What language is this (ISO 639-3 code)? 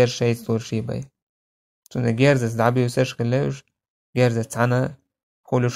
che